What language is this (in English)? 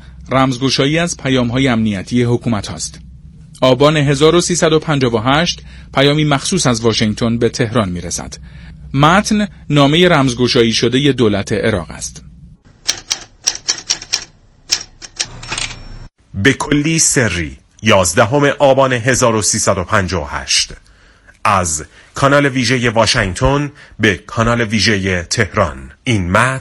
Persian